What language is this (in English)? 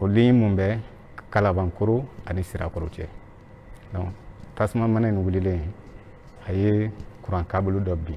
Bambara